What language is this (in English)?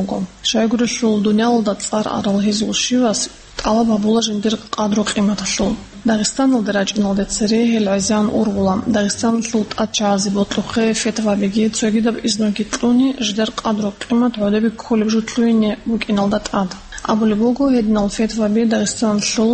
Avaric